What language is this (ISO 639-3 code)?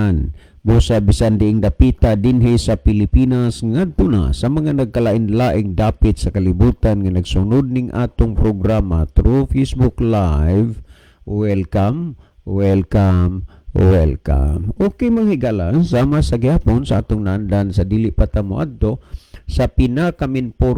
ceb